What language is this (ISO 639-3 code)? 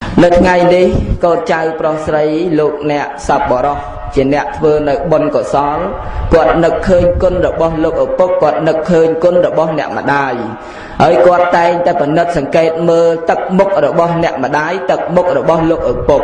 khm